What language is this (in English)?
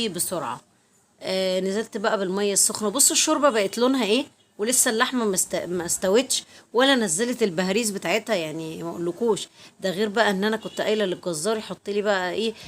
Egyptian Arabic